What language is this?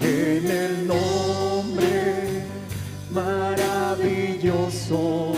Aymara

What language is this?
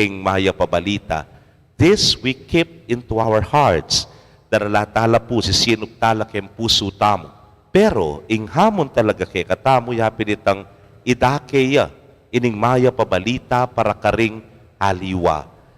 Pampanga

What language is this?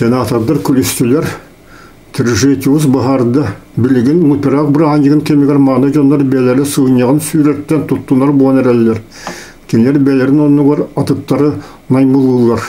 Yakut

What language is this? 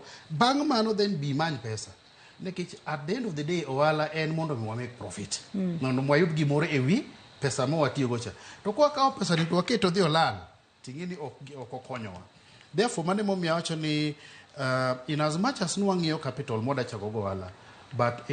Luo (Kenya and Tanzania)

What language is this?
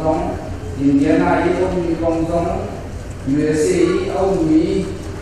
Hakha Chin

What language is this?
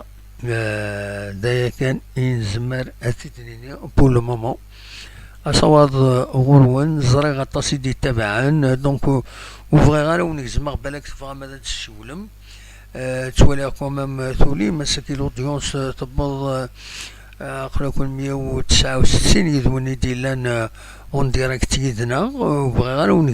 Kabyle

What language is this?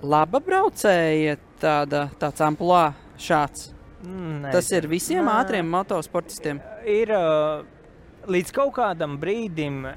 Latvian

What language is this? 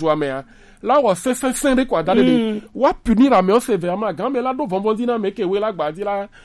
Gen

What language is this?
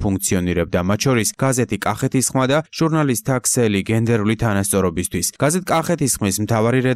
Georgian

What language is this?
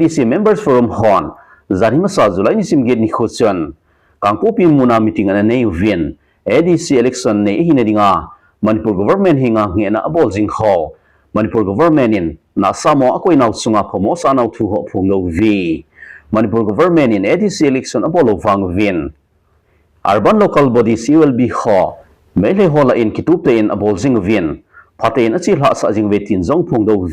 Thado Chin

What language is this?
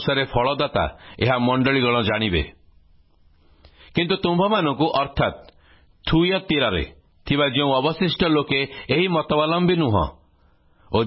Odia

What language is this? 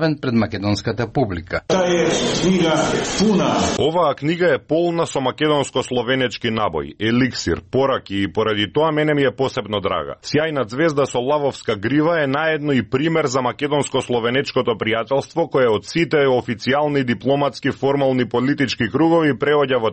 Macedonian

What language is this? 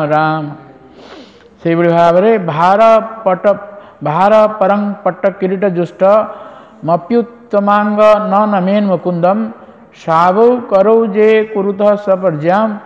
Odia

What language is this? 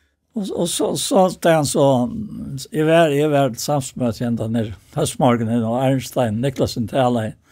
Faroese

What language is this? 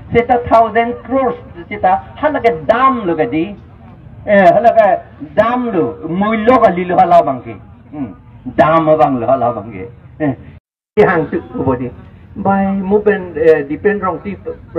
Karbi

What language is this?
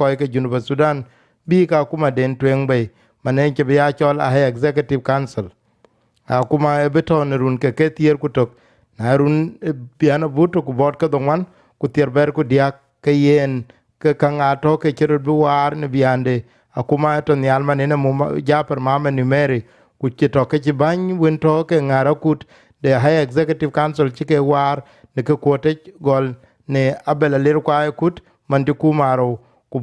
Dinka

